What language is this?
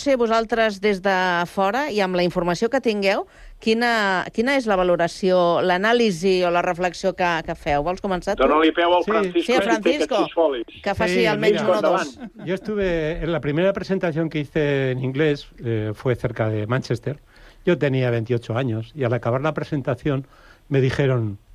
Catalan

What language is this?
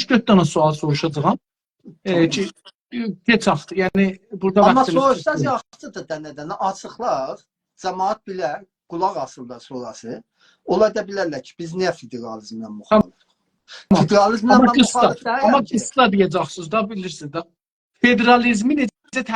South Azerbaijani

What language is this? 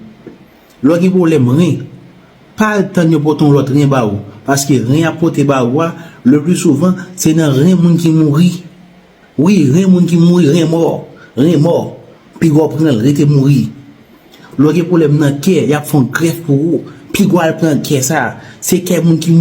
Haitian Creole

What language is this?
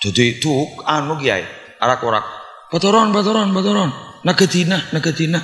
Madurese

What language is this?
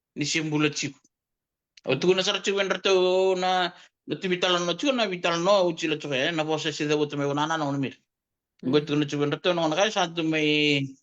Fijian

